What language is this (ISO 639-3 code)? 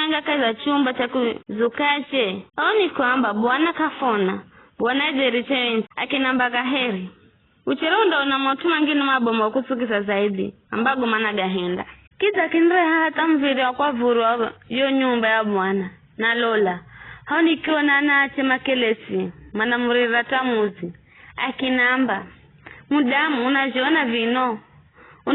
nyf